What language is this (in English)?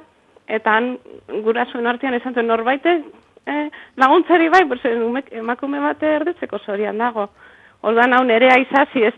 Basque